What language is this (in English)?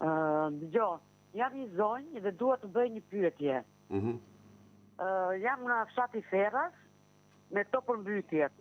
Albanian